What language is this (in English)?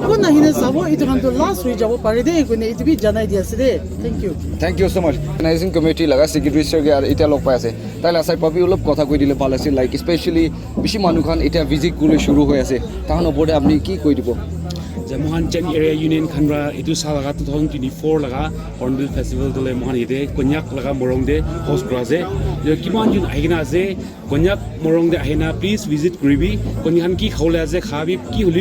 Naga Pidgin